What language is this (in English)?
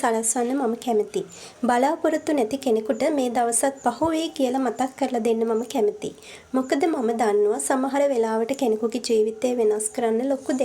Sinhala